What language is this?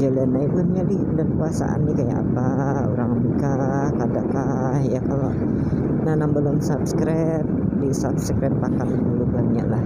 Banjar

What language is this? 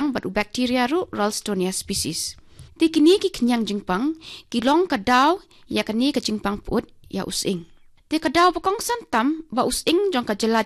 Khasi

